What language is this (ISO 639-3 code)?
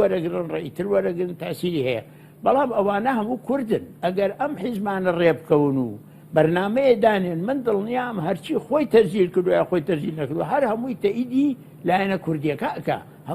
ckb